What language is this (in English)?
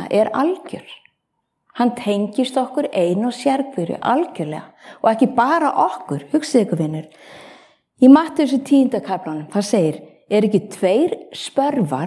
Icelandic